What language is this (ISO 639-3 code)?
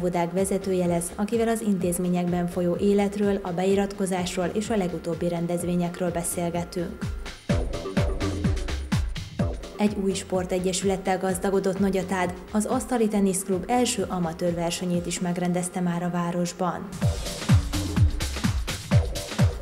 hun